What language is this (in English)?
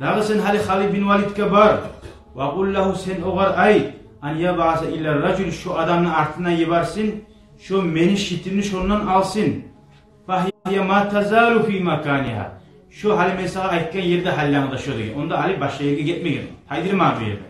Kumyk